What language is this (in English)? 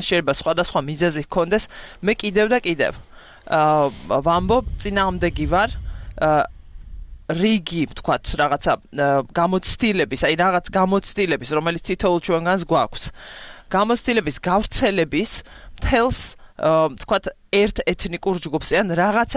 Georgian